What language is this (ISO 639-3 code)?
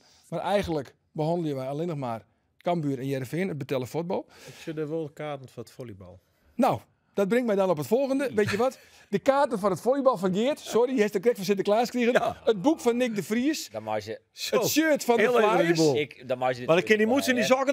fry